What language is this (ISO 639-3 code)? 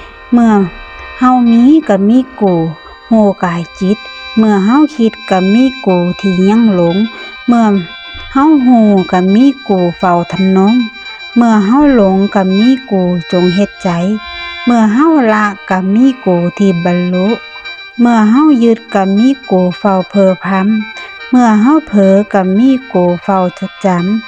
lao